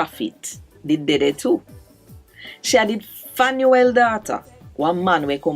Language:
Jamaican Creole English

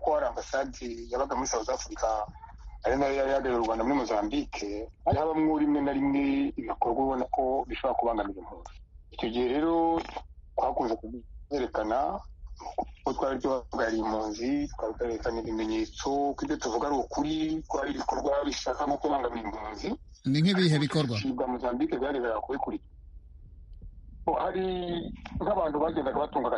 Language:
Kinyarwanda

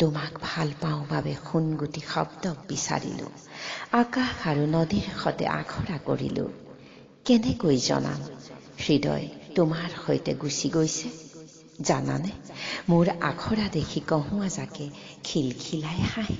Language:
Assamese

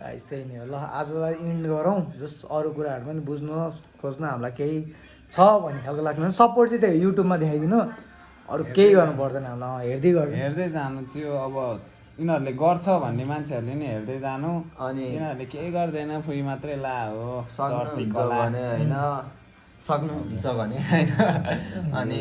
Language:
Nepali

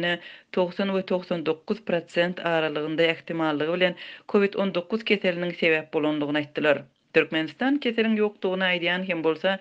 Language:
Turkmen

